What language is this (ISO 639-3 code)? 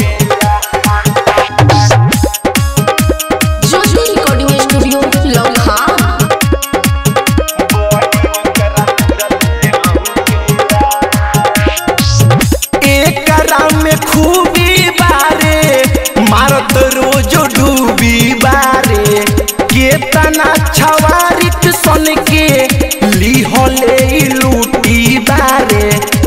bho